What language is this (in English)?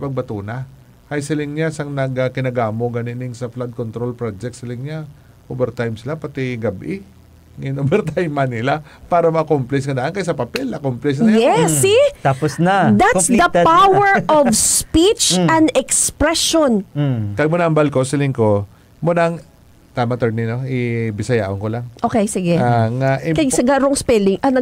Hiligaynon